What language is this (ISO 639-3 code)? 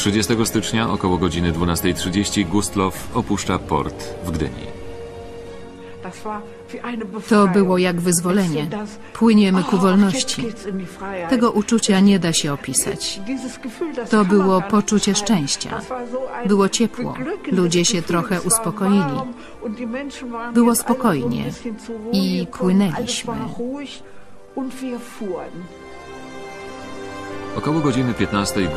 pol